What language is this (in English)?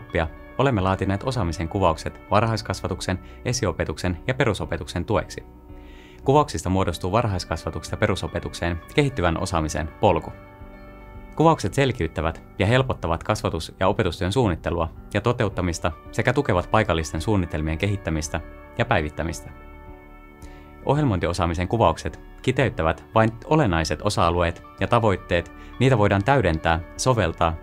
Finnish